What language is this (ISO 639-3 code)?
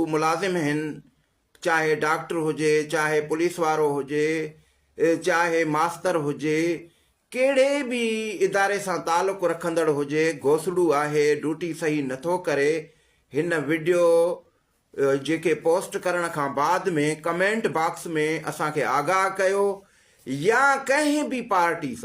snd